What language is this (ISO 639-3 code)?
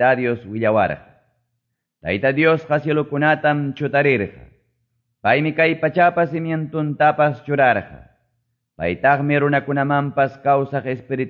que